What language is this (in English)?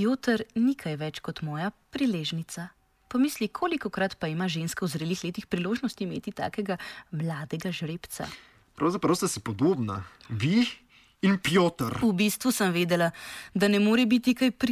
Slovenian